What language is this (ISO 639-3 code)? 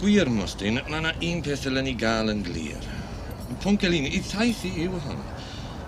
cym